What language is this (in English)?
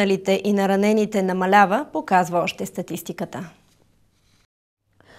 Bulgarian